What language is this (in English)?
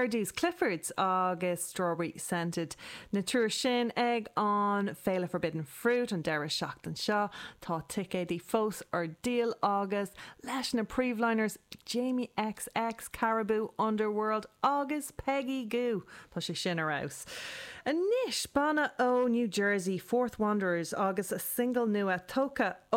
Irish